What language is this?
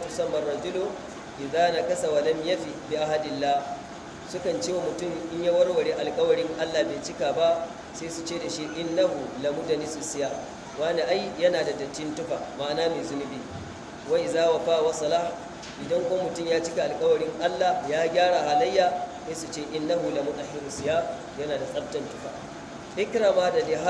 Hausa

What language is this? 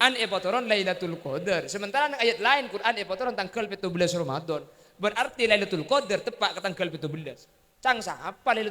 Madurese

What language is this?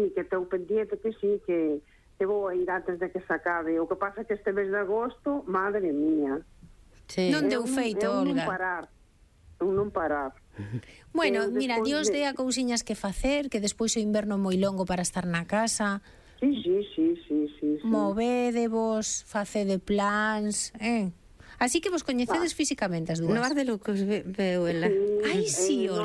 Galician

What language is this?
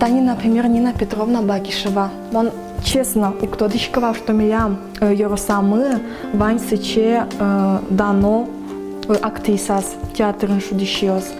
Udmurt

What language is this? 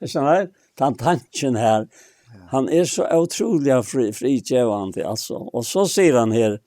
Faroese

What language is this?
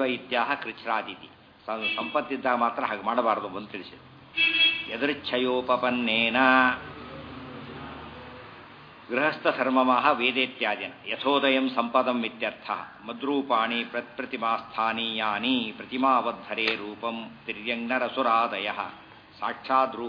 Kannada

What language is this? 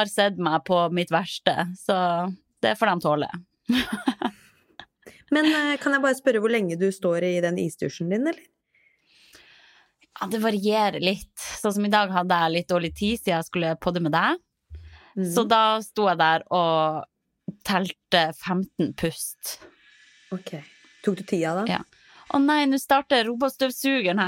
Norwegian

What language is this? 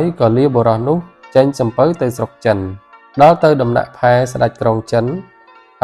Khmer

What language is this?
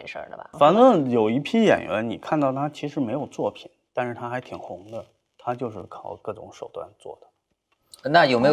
Chinese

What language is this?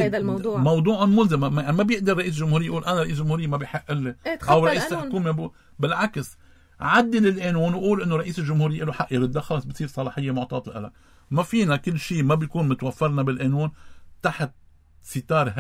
North Levantine Arabic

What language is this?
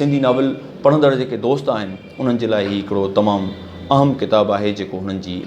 Sindhi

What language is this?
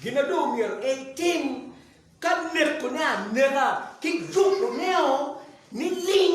Acoli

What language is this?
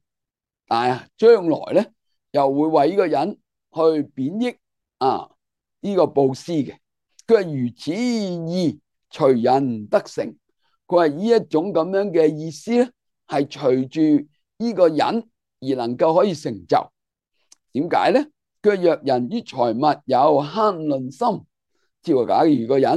Cantonese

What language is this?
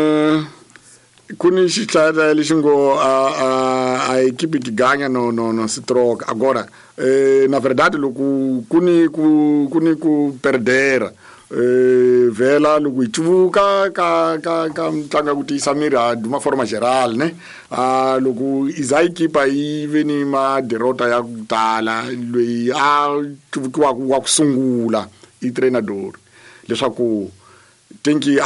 Tsonga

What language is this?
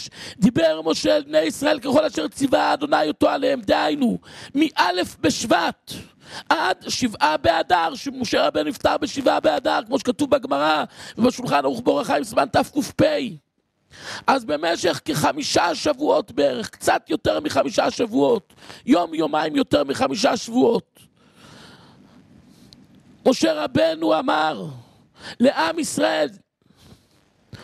Hebrew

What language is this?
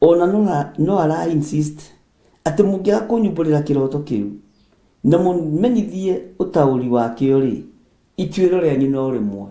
Kikuyu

